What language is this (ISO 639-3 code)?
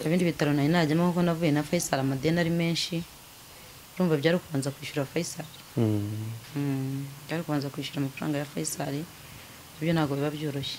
kin